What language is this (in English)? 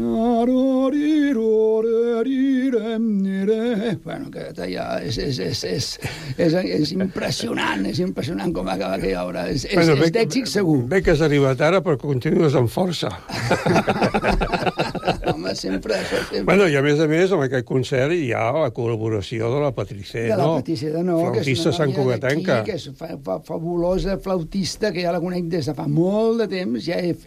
Catalan